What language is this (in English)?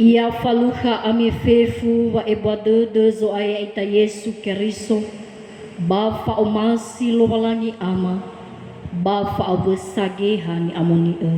Nias